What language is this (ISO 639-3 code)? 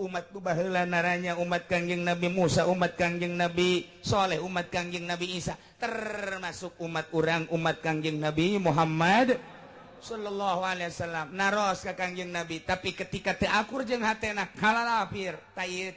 sun